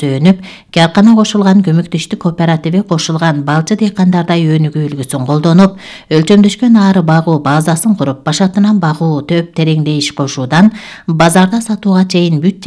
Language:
Kyrgyz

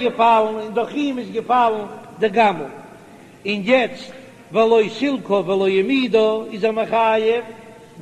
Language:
Yiddish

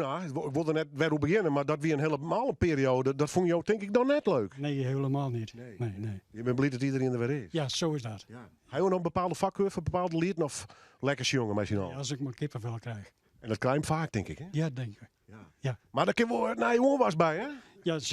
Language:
Western Frisian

